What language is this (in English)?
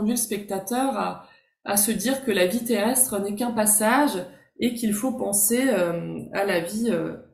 French